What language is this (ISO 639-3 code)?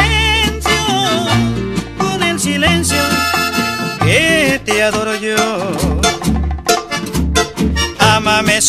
spa